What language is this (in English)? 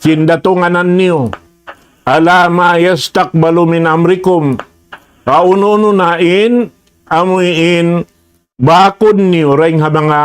Tausug